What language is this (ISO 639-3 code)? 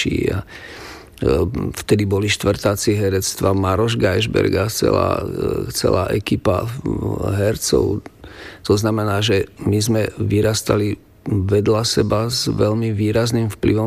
slk